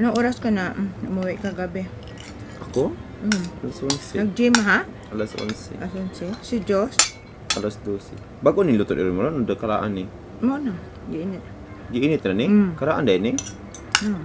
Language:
Cebuano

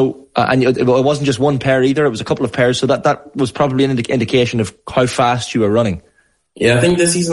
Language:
English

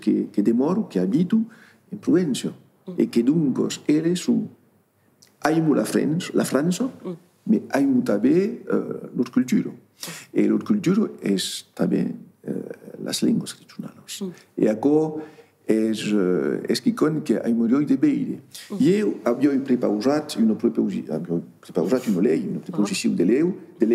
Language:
Occitan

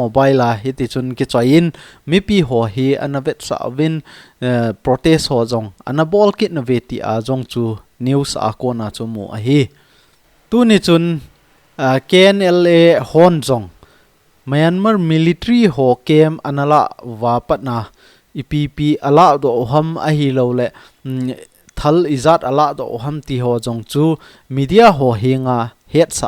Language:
Thado Chin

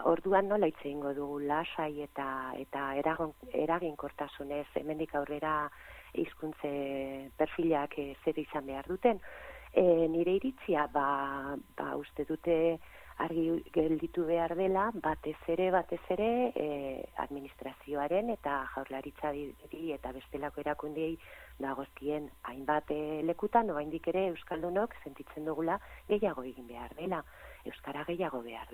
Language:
Basque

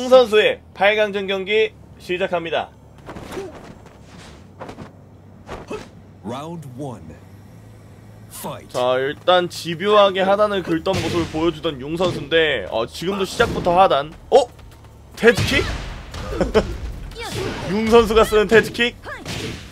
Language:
Korean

